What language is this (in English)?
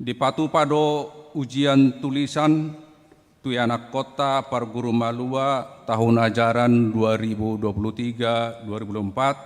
Batak Toba